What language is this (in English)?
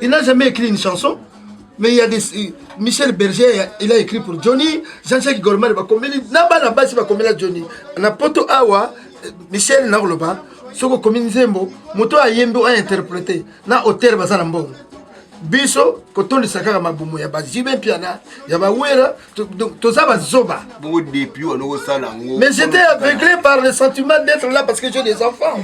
Lingala